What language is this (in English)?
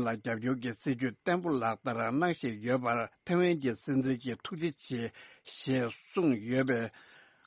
Tibetan